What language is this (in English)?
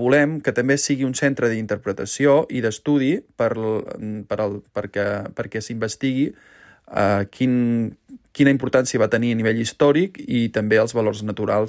Catalan